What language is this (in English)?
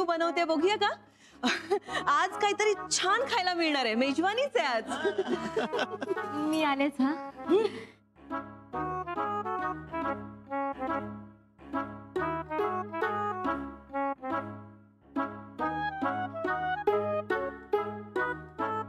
Marathi